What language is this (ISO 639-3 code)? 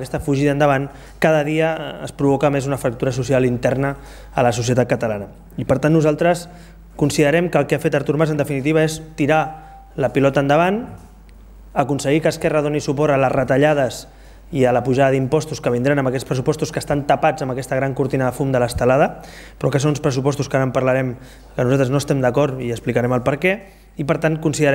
cat